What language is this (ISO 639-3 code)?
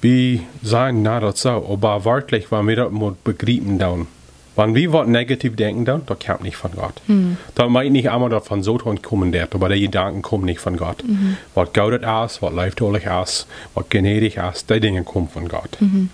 pdt